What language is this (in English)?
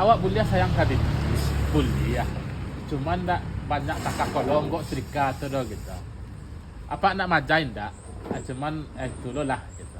Minangkabau